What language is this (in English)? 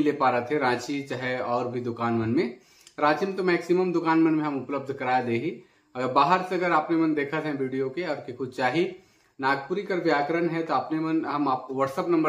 Sadri